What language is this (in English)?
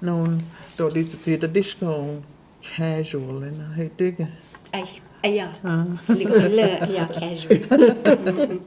Cherokee